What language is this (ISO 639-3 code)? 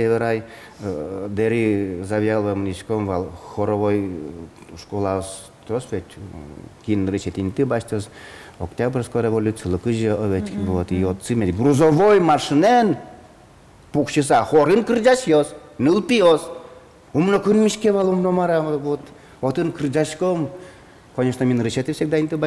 udm